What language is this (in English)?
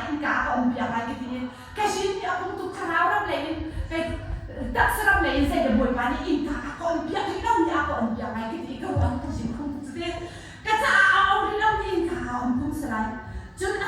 Hakha Chin